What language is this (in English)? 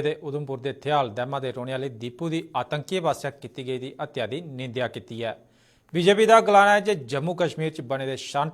Dogri